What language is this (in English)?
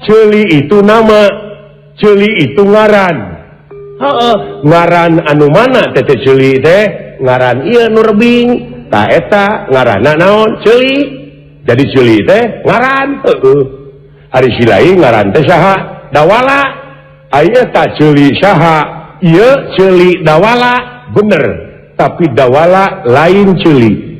Sundanese